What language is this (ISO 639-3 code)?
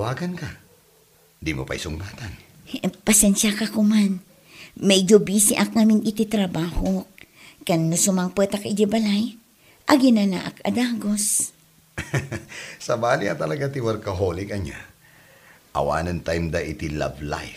ilo